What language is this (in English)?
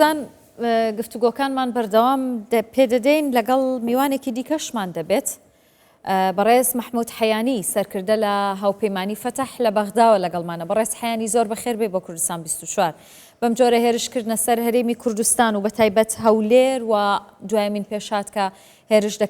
Central Kurdish